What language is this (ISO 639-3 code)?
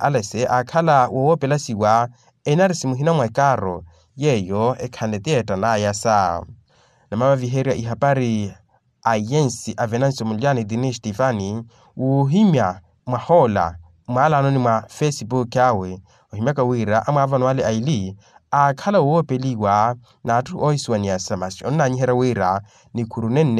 vmw